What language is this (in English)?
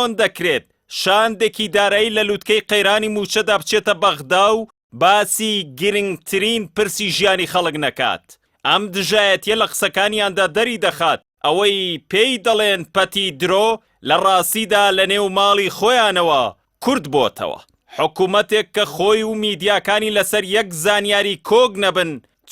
Central Kurdish